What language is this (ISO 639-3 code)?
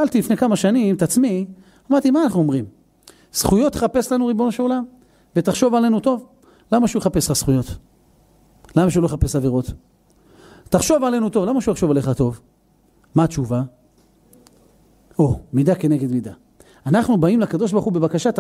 heb